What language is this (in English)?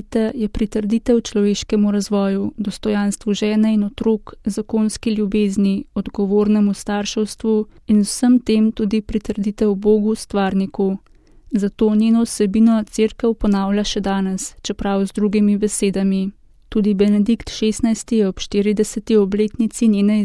Slovenian